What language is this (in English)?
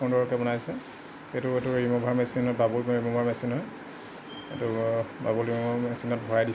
Assamese